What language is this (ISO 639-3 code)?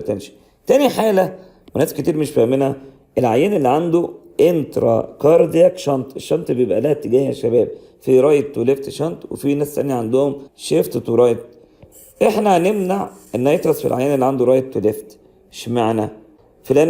arz